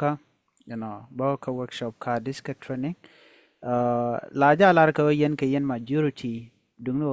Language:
Nuer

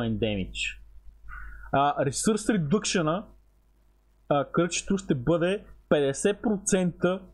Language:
Bulgarian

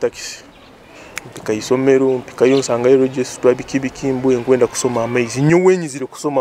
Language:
Nyoro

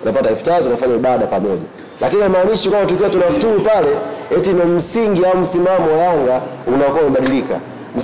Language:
Swahili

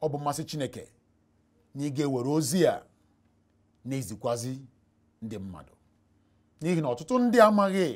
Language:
Igbo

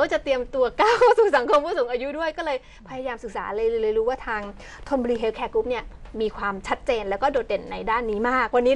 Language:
Thai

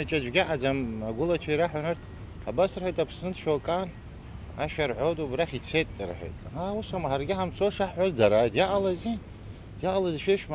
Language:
Abkhazian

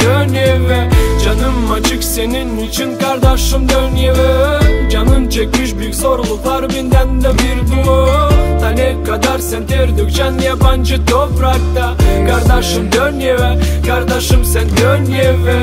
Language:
Gagauz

